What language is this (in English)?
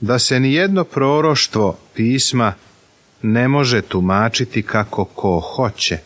Serbian